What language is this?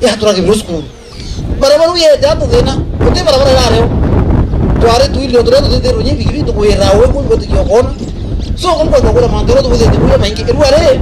Meru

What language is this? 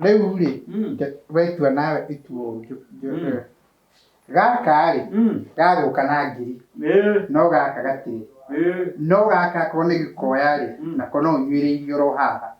Kikuyu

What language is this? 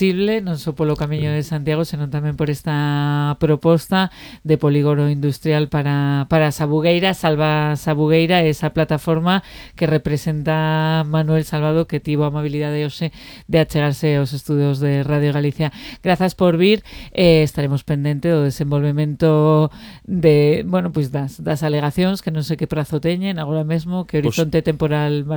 Galician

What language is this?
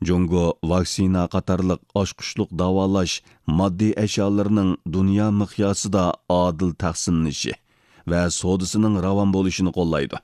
Uyghur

